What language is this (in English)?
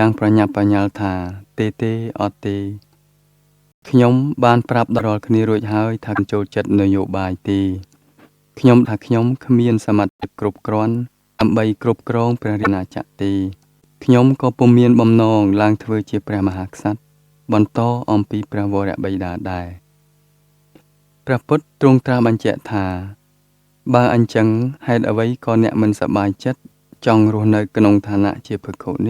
Khmer